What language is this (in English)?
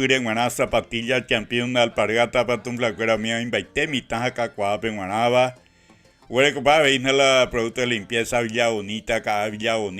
Guarani